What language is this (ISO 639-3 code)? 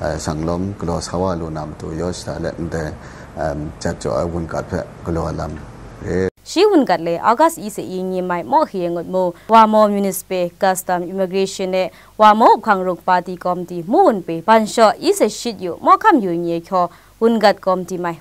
kac